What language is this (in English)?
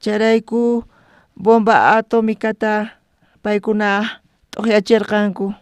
South Bolivian Quechua